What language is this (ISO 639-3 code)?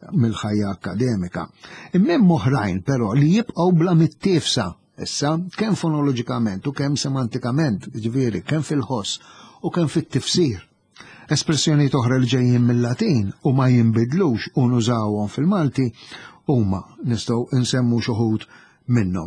mlt